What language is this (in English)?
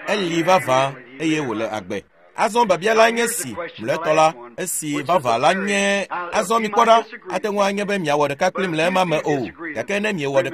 Ewe